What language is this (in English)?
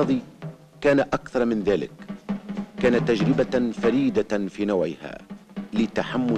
Arabic